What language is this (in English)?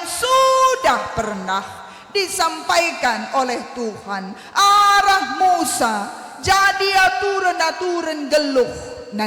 Batak Karo